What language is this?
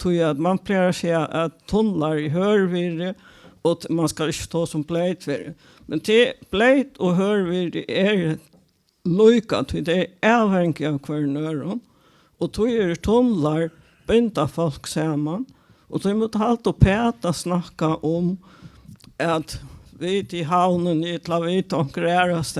Faroese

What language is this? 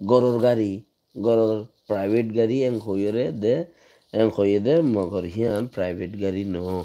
Rohingya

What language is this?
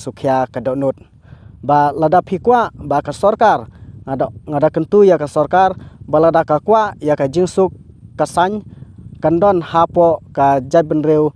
Khasi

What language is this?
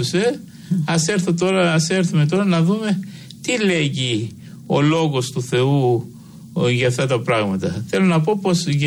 Greek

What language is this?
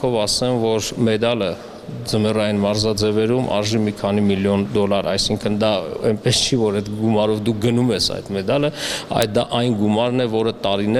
Armenian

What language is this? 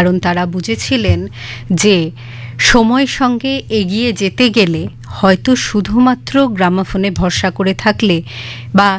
Bangla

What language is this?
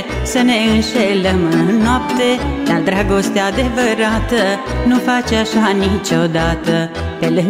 Romanian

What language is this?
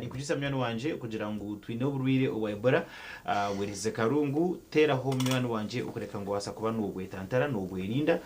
Nyankole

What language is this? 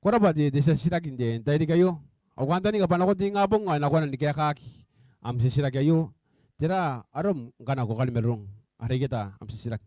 Gilbertese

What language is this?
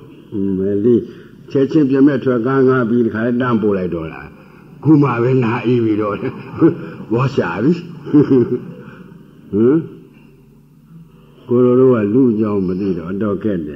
Burmese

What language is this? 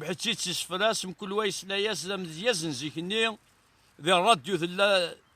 Kabyle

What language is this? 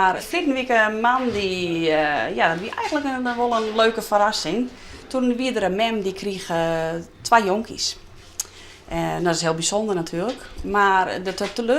Western Frisian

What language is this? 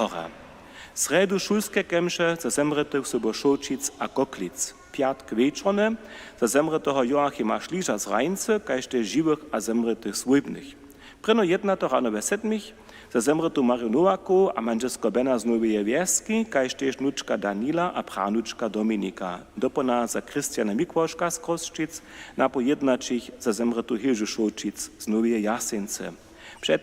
Upper Sorbian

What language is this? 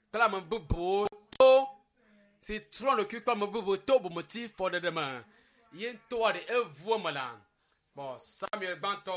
Ewe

